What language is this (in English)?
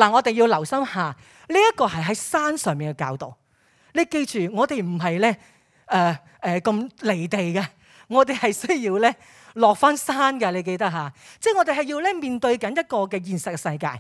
Cantonese